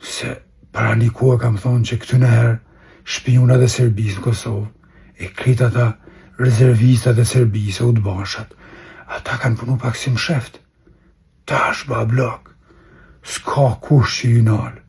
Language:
Albanian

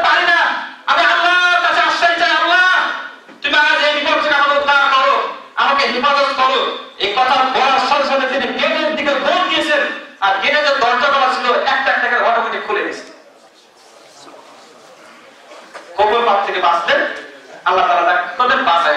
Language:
Bangla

